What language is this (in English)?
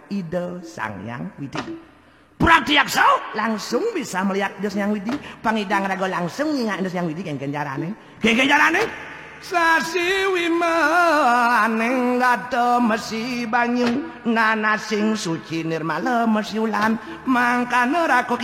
Balinese